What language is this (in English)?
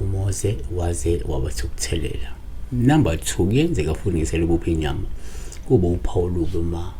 Zulu